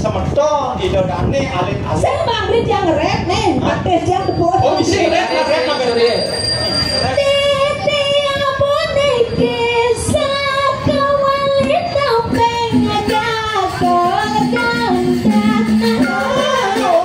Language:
Balinese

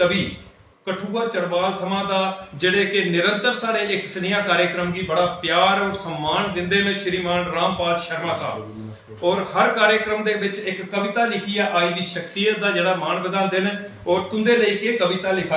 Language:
Dogri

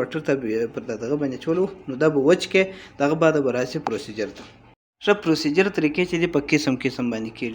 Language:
Pashto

